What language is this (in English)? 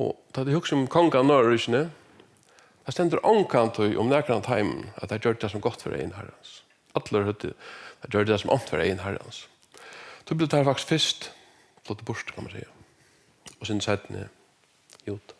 Faroese